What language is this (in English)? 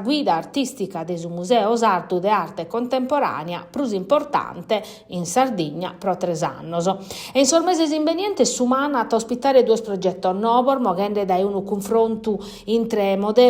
Sardinian